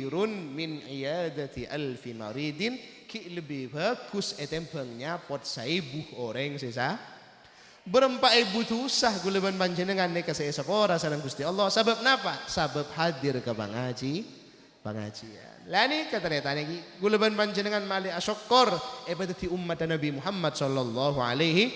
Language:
Madurese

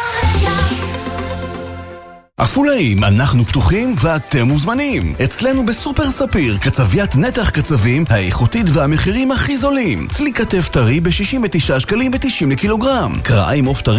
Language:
Hebrew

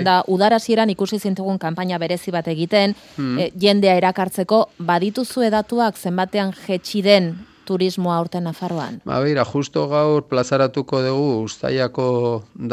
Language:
Basque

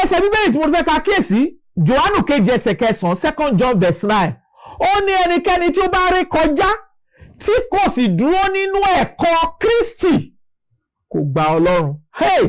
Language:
Yoruba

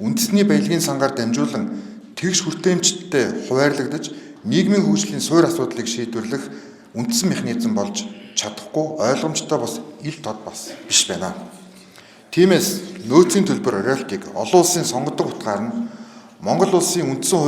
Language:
Mongolian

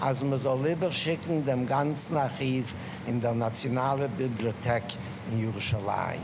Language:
Yiddish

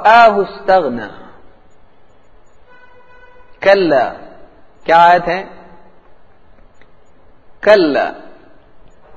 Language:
Urdu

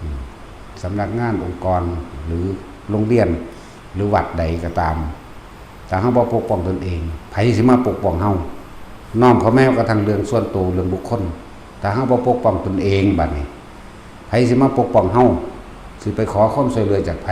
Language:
Northeastern Thai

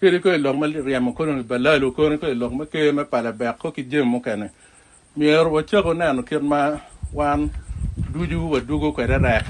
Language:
Acoli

